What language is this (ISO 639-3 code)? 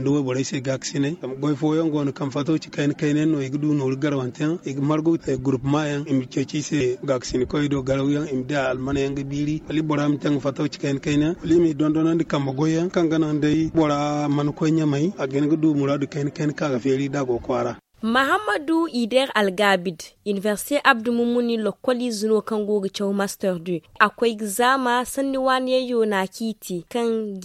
dje